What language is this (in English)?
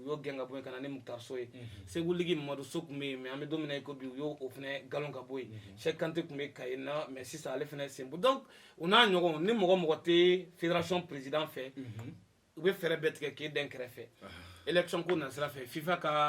Bambara